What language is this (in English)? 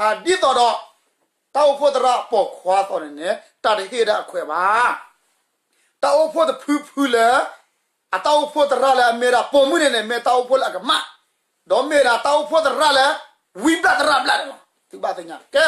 S'gaw Karen